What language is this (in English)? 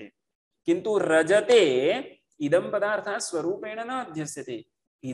Sanskrit